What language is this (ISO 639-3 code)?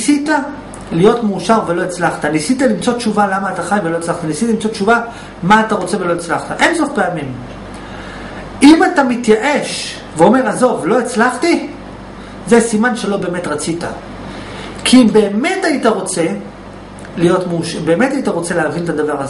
heb